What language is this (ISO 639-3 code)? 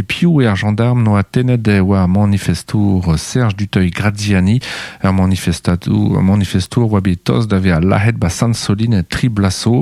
bre